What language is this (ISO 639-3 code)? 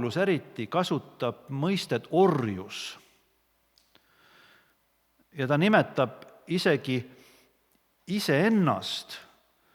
est